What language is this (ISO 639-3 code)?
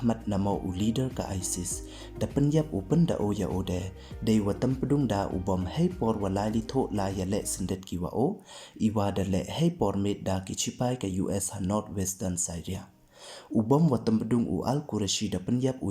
pbv